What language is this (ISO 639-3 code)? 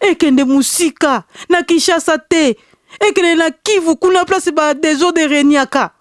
lin